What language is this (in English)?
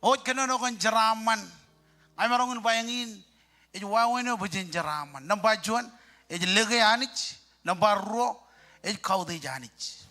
Marshallese